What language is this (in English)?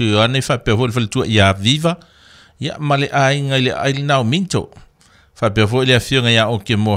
Samoan